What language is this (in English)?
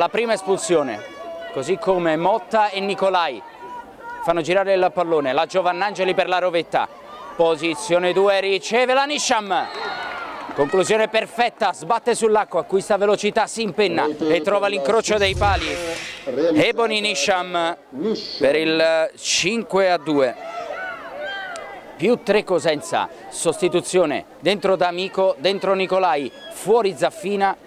Italian